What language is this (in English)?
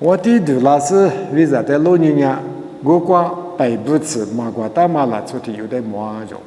Lisu